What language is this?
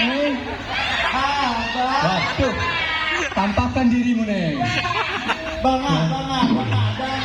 Betawi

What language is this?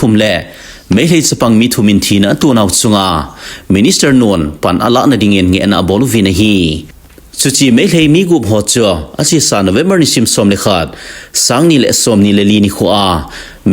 Thado Chin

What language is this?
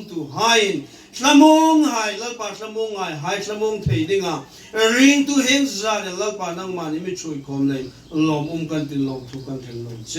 Hmar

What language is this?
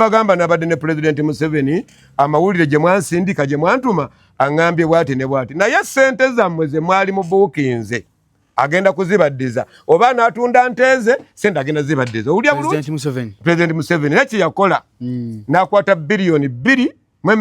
Ganda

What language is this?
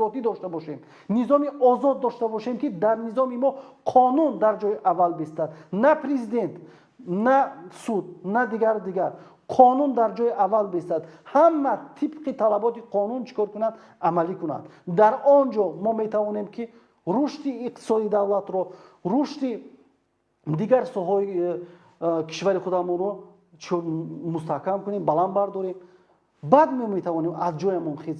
Tajik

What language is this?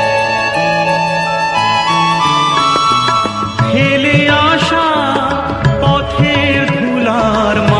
Bangla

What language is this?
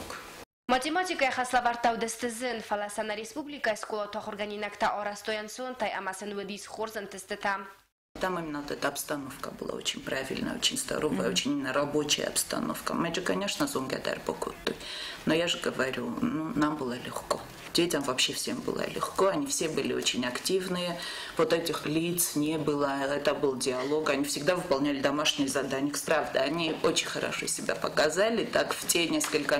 Ossetic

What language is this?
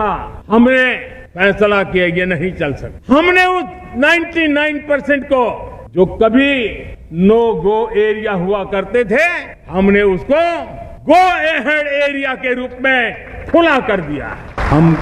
Hindi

